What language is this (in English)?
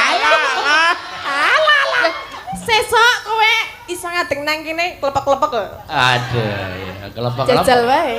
Javanese